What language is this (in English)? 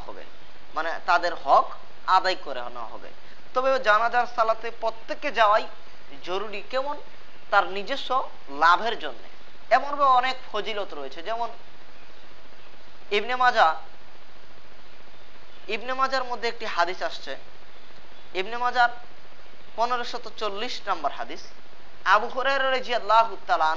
Bangla